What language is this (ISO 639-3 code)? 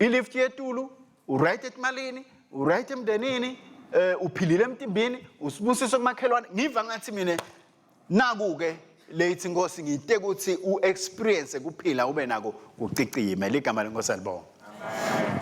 ssw